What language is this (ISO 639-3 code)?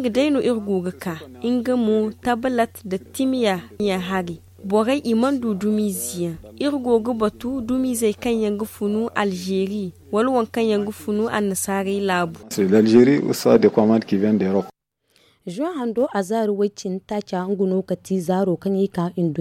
dje